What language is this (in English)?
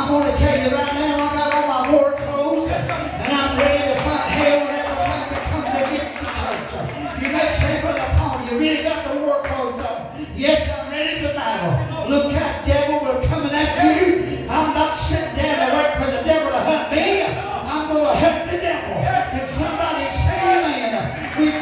English